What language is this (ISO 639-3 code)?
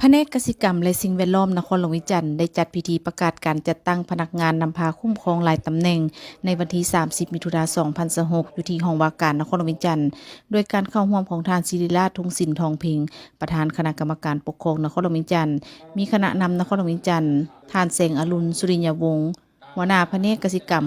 lao